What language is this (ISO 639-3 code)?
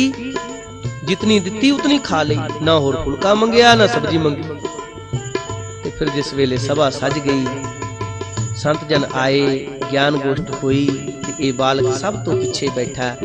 pan